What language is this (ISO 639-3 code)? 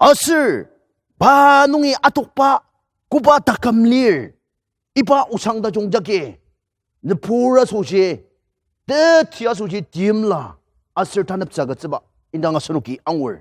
njo